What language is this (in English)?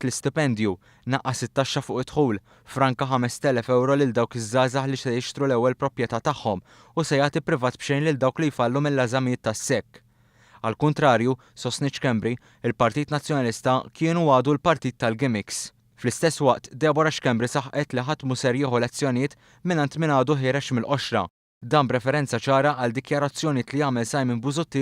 Maltese